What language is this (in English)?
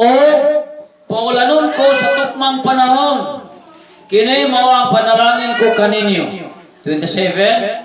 Cebuano